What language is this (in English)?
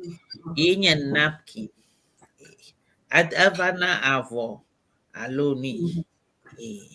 Ewe